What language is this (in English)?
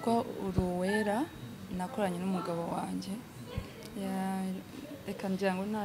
Kinyarwanda